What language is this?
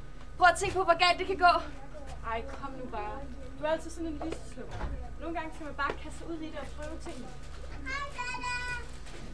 Danish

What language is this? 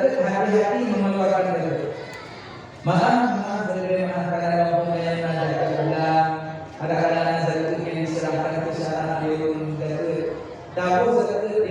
Achinese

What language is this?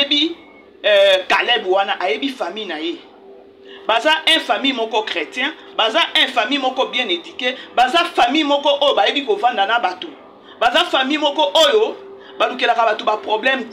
Lingala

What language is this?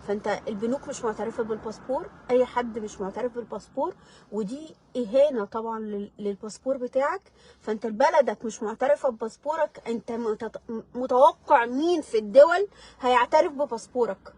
Egyptian Arabic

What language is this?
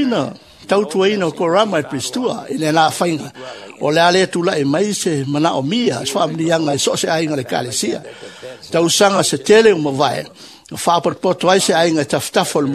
Samoan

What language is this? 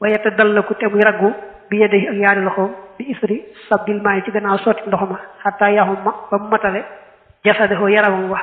Wolof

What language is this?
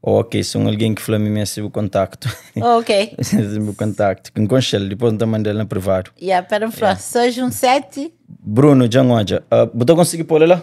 Kabuverdianu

